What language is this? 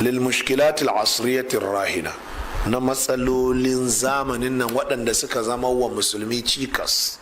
Hausa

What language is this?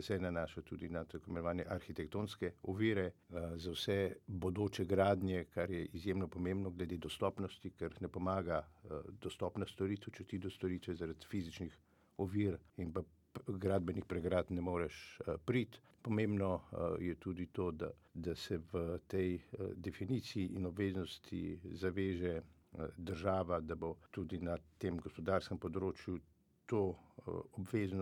Slovenian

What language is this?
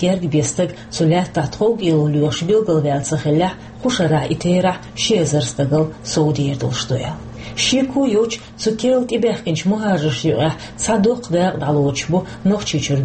Chechen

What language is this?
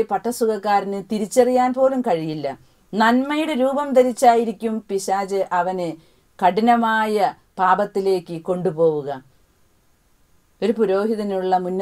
Malayalam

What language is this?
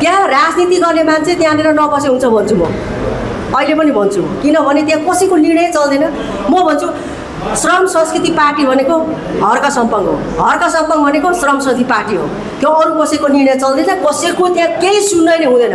Nepali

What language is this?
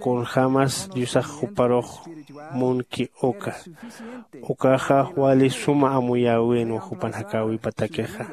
Aymara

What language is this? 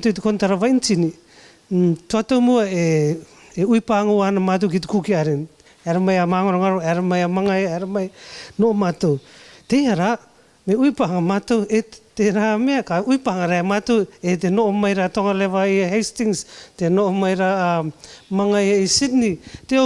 Rarotongan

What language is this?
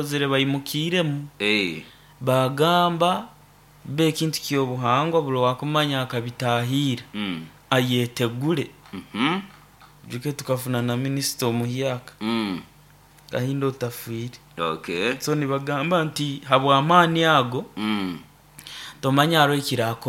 Nyoro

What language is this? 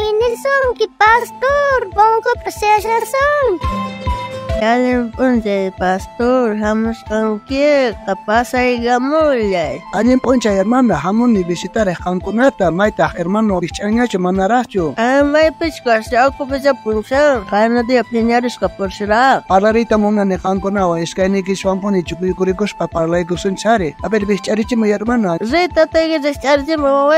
South Bolivian Quechua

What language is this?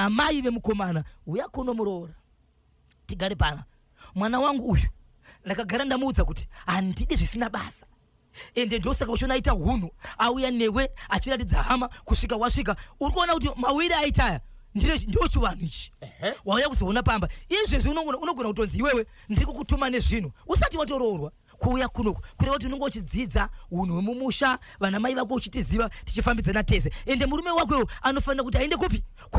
Shona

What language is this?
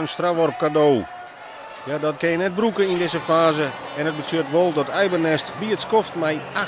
Western Frisian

